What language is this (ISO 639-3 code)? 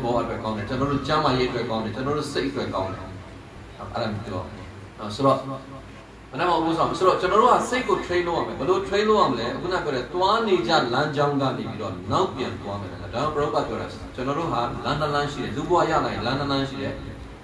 mya